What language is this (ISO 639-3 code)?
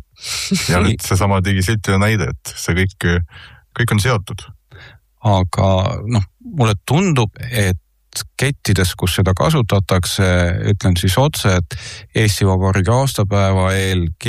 est